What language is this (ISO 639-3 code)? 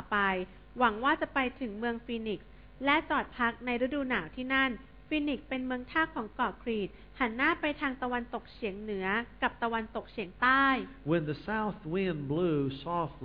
tha